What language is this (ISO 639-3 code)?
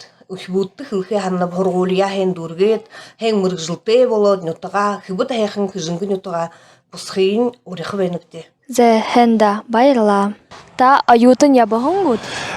bua